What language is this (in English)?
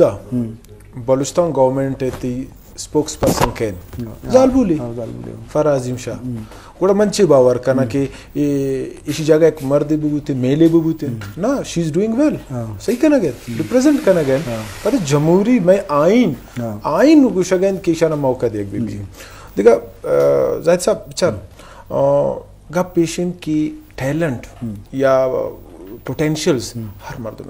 Baluchi